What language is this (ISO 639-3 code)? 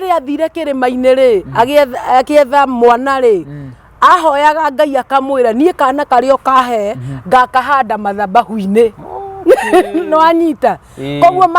kik